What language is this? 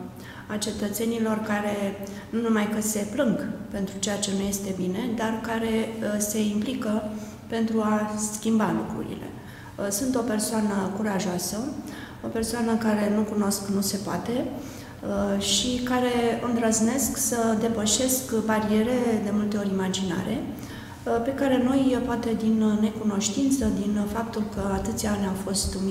Romanian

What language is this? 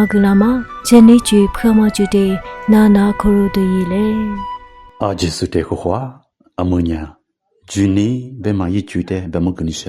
Lisu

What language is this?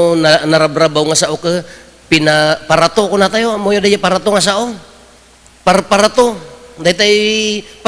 Iloko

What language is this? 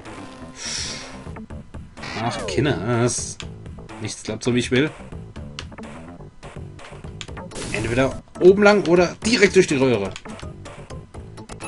German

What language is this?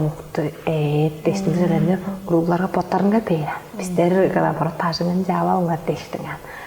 Tuvinian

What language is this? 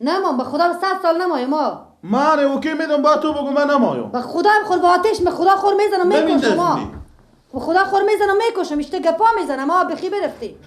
Persian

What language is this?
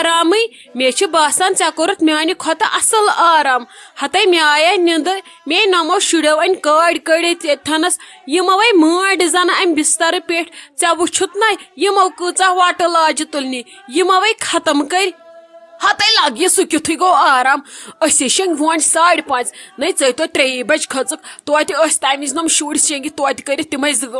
Kashmiri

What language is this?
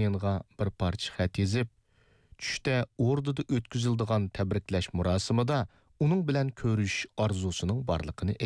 Uyghur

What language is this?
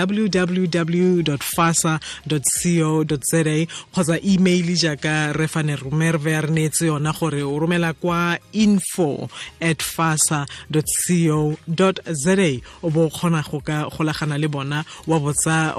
Tswana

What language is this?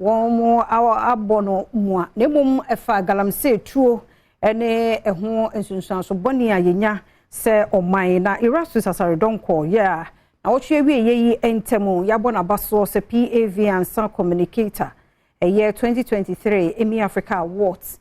Akan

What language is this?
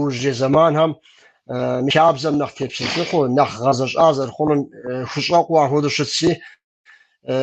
Kabardian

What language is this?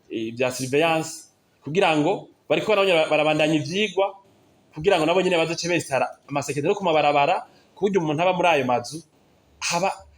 Rundi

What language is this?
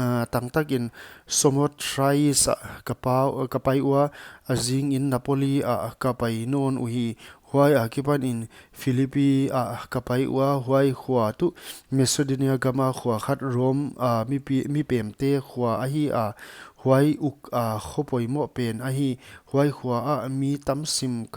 Paite Chin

